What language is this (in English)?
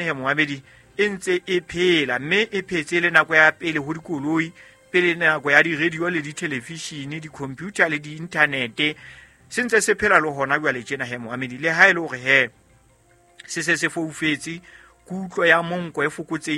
Southern Sotho